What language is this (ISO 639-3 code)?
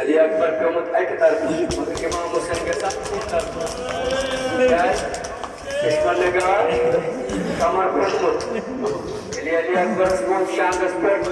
kas